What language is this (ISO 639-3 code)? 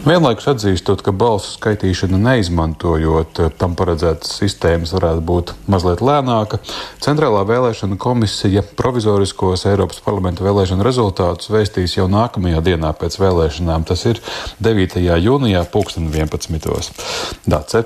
lav